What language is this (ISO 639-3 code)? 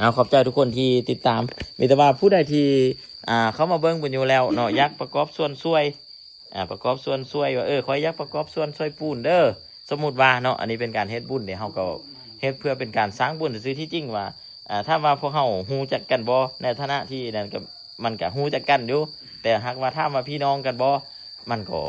lao